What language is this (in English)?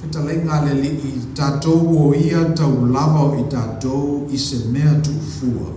Samoan